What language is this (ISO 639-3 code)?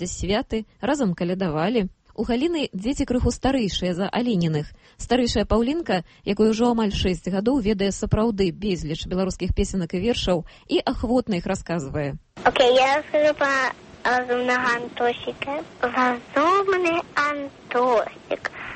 bel